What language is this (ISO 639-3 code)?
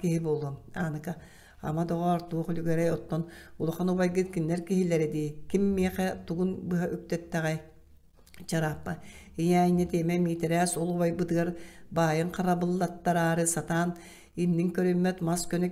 sah